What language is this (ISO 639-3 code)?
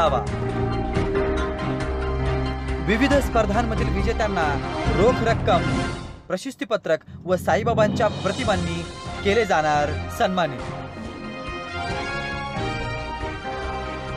mar